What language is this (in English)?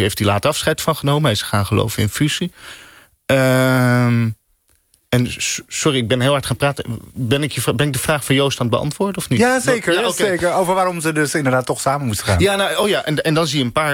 Dutch